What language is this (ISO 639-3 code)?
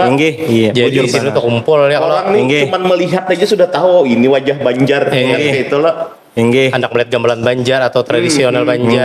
bjn